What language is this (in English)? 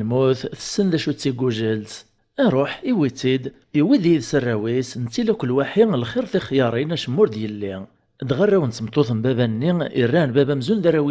Kabyle